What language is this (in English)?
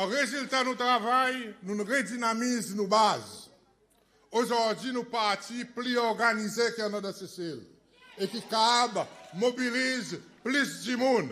Seselwa Creole French